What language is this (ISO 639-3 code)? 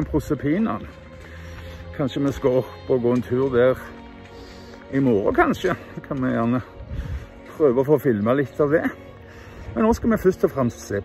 nor